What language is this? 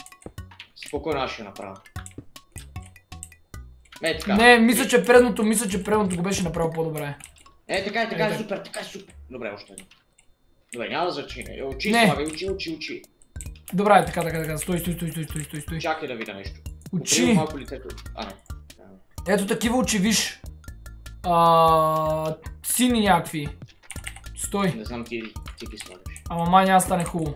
Bulgarian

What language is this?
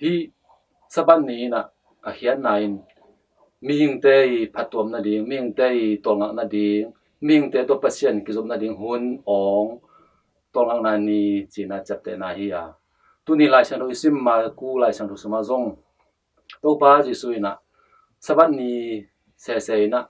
Tedim Chin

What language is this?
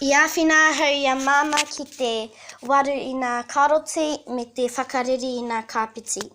Māori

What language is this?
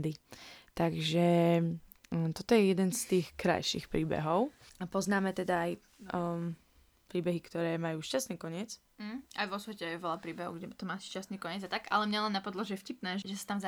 Slovak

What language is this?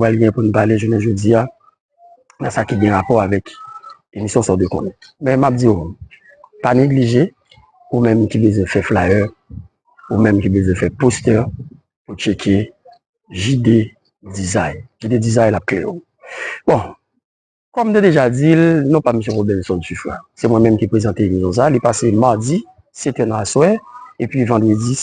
Haitian Creole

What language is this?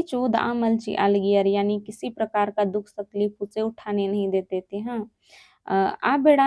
Kurukh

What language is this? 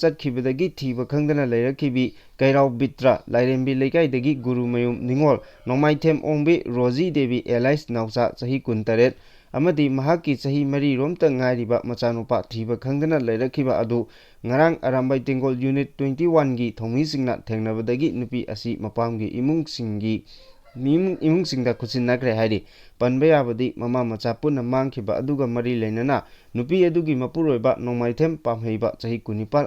Manipuri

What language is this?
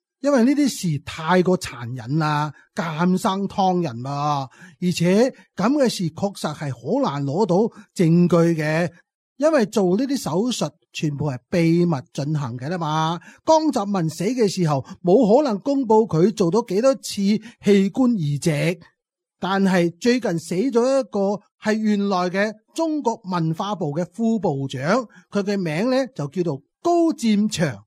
Cantonese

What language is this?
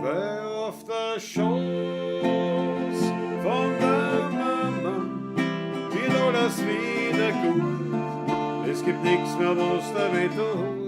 Bavarian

